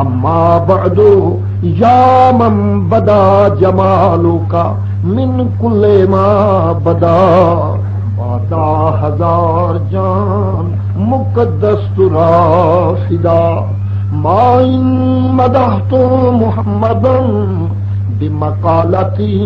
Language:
Saraiki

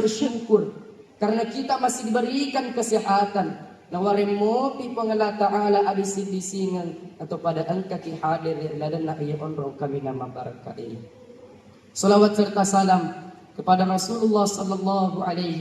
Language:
Buginese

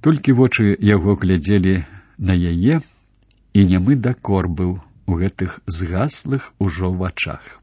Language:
Belarusian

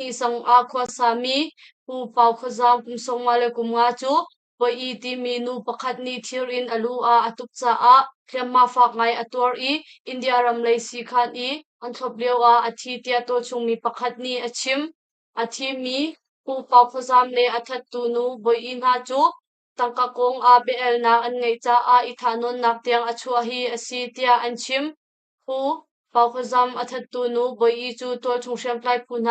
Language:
Hakha Chin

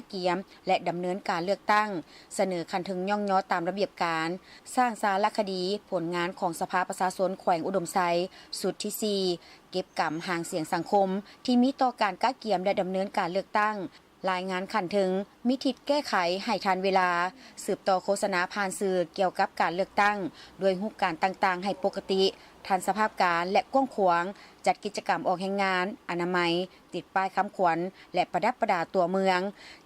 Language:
Lao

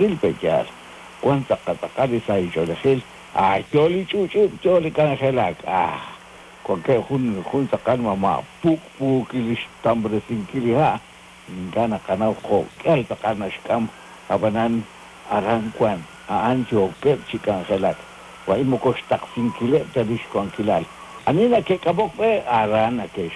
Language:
Kekchí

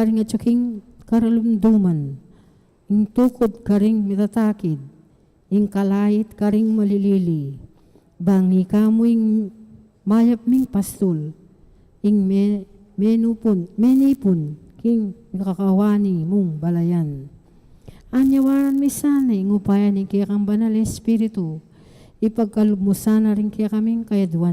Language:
Pampanga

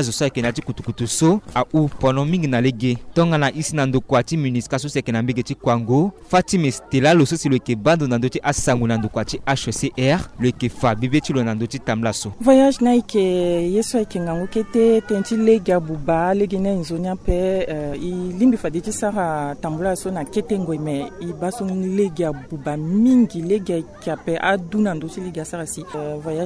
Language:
Sango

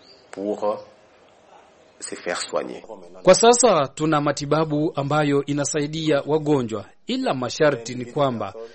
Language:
Swahili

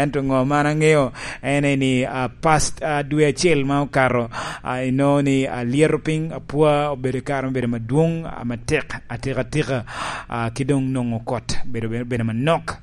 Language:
Lango (Uganda)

